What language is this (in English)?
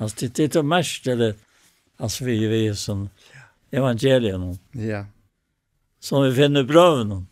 Faroese